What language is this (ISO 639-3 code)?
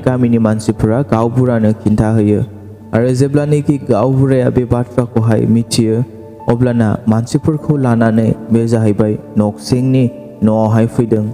brx